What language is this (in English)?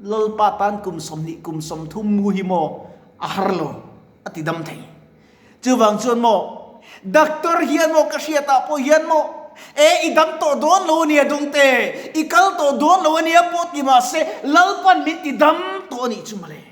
Mizo